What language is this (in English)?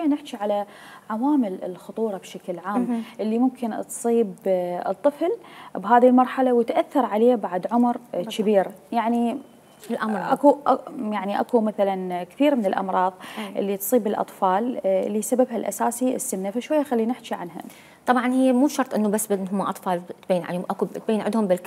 Mesopotamian Arabic